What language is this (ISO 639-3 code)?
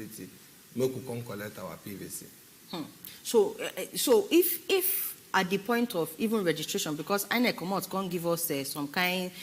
pcm